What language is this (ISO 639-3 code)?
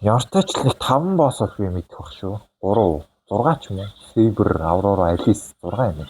mon